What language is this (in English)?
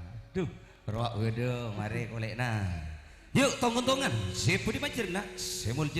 Madurese